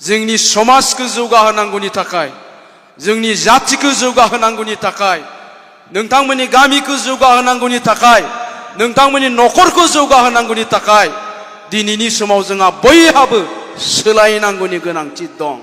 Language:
Bodo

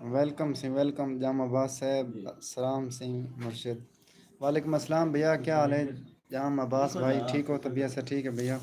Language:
Saraiki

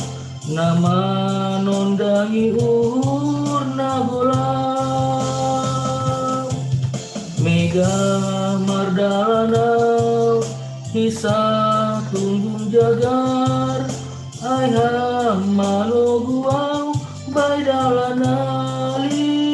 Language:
Batak Simalungun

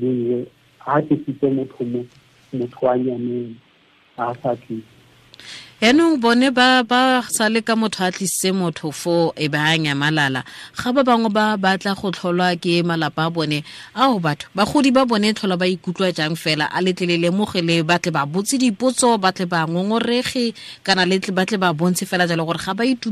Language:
Tswana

